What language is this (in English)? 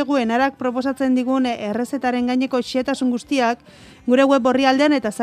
Basque